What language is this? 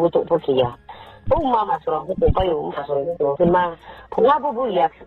Riang (India)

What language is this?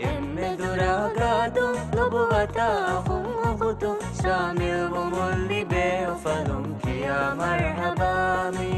Divehi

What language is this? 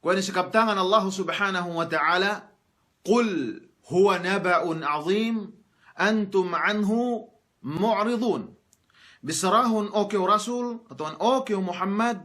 Yakan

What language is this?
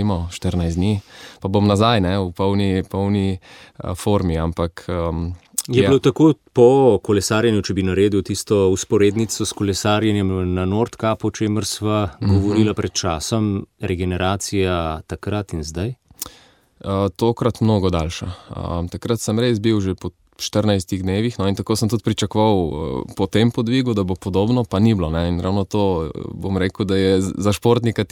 Slovenian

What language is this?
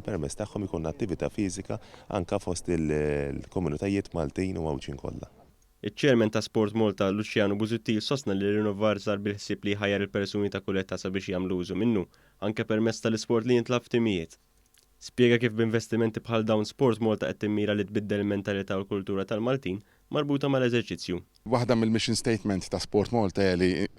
Maltese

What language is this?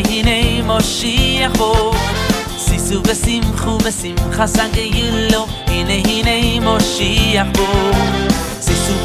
Hebrew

